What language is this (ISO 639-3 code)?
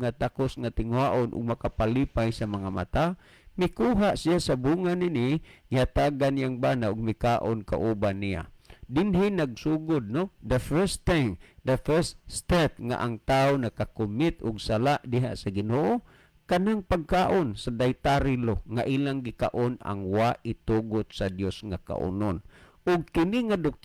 ceb